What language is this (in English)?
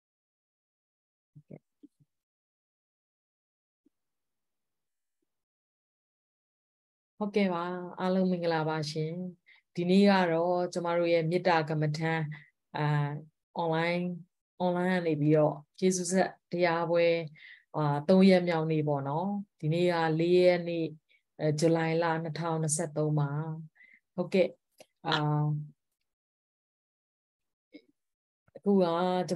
Burmese